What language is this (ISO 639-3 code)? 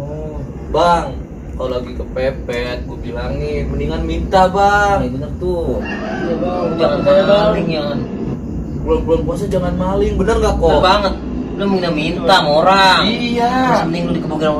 bew